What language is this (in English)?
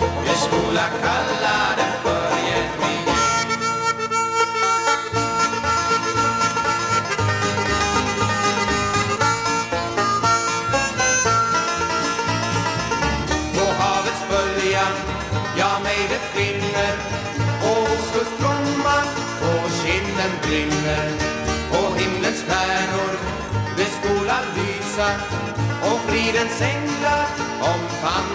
Swedish